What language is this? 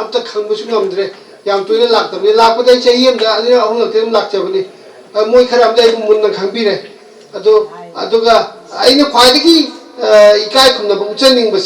Manipuri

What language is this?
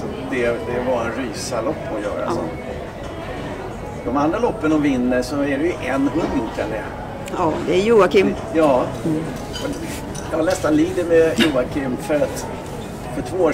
Swedish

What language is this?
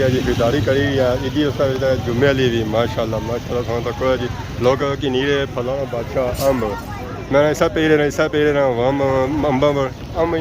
Pahari-Potwari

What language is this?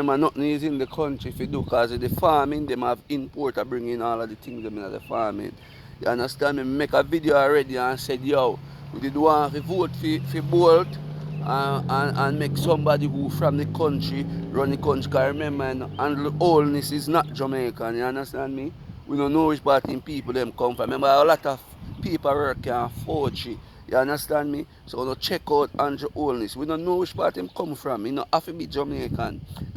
Jamaican Creole English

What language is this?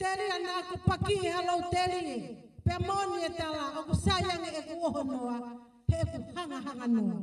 Tongan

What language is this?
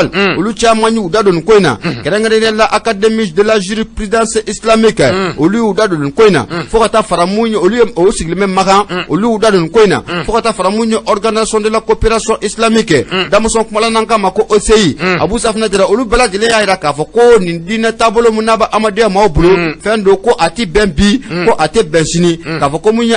Bambara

